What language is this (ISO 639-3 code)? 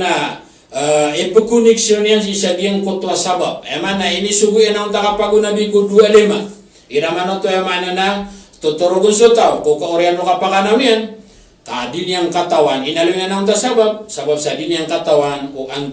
mrw